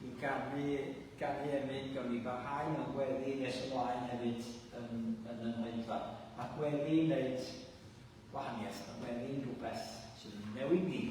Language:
Welsh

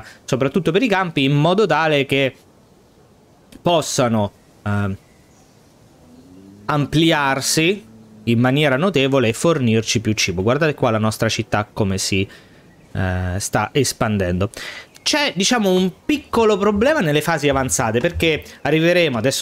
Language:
Italian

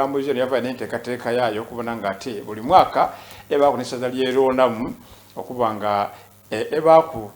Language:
Soga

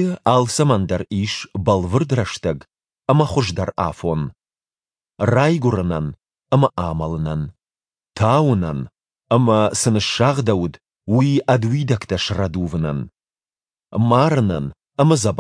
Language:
Ossetic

